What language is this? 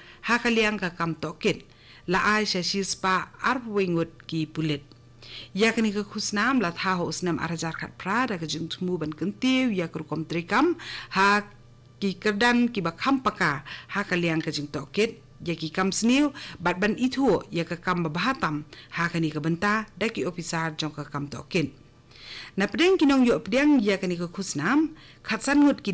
Khasi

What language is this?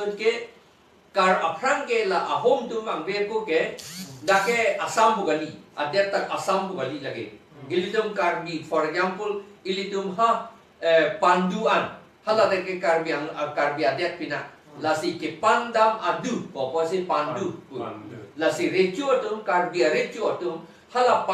Karbi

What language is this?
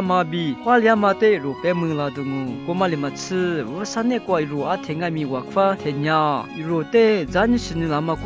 Lisu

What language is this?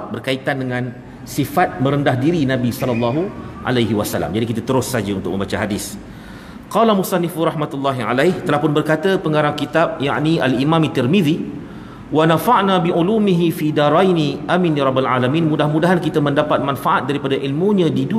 Malay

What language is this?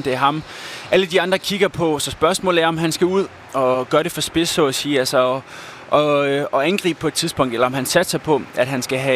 Danish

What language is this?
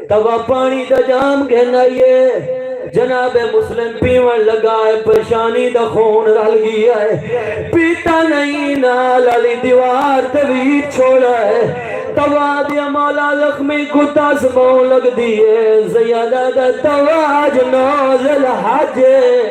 Saraiki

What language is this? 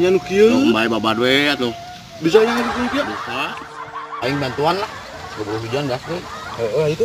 Sundanese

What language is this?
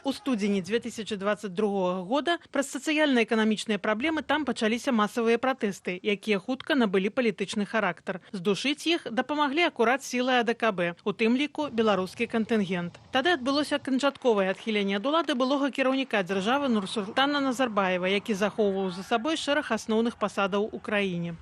Belarusian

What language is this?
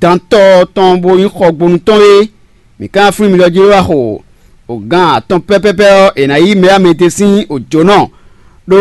Fon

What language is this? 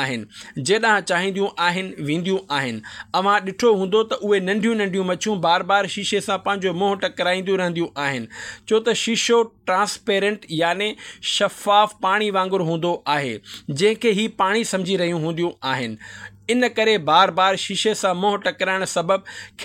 Sindhi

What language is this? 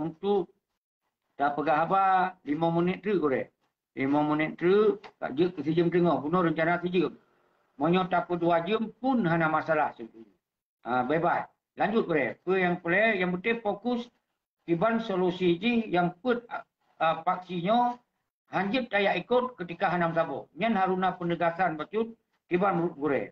Achinese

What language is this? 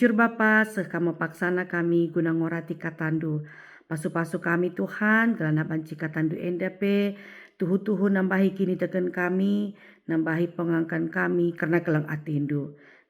Batak Karo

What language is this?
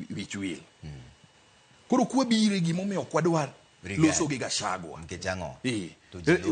Luo (Kenya and Tanzania)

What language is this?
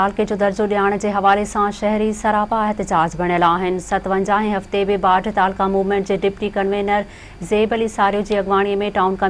Sindhi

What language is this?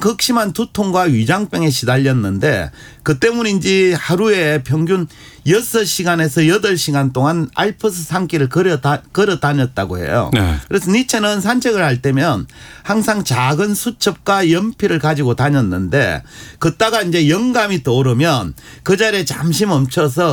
Korean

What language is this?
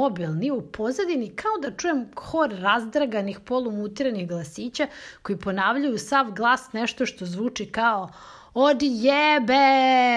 Serbian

